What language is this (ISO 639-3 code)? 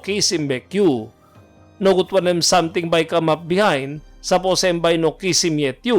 tpi